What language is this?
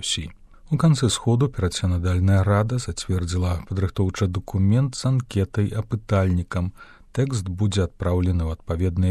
Belarusian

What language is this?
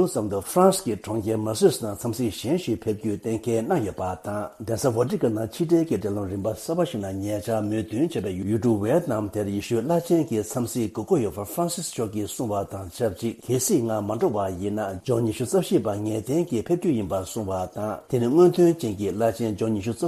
Tibetan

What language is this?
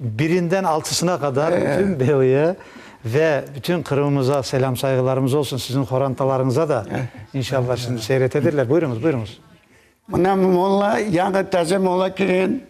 Crimean Tatar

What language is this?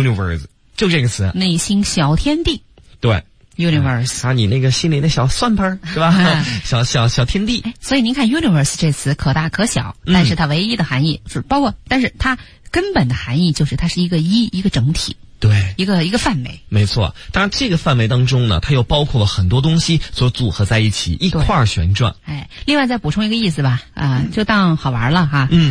Chinese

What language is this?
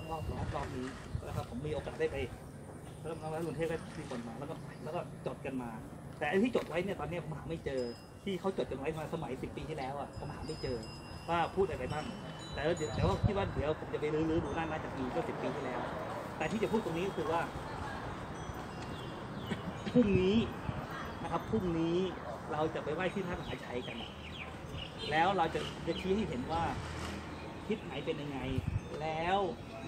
Thai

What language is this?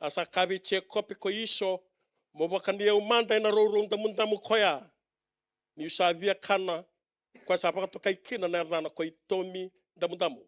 Fijian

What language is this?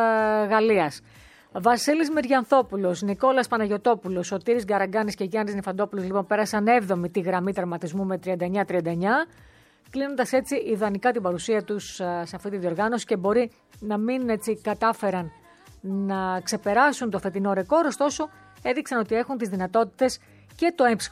Greek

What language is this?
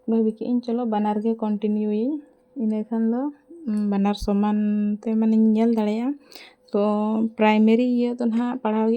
Santali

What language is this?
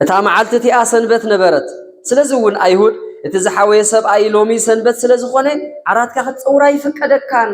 Tigrinya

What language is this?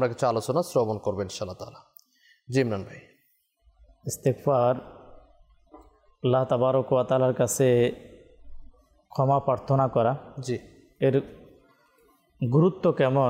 Bangla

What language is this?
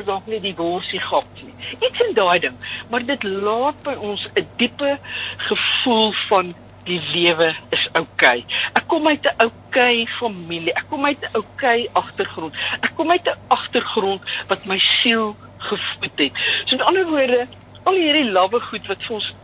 Afrikaans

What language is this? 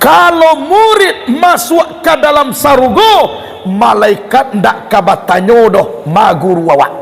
Minangkabau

